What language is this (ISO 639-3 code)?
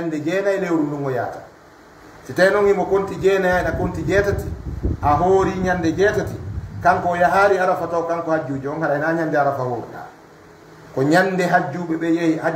ful